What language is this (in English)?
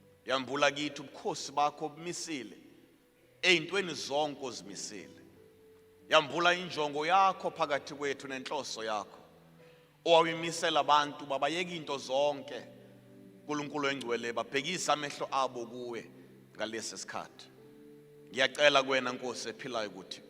Zulu